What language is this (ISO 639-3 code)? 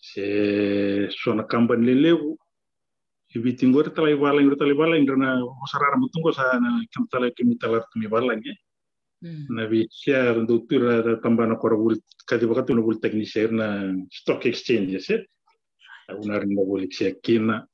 fij